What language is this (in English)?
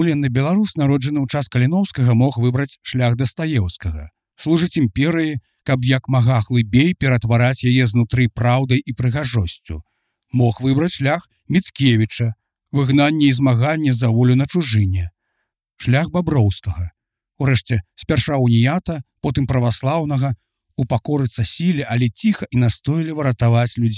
Belarusian